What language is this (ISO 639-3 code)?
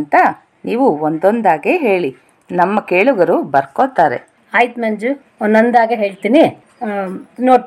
kan